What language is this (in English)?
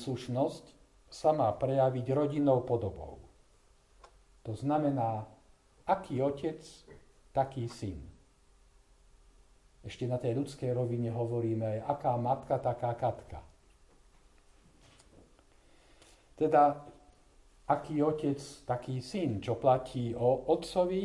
Slovak